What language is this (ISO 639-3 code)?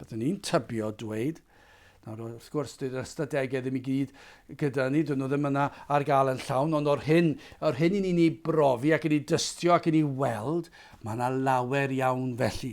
cym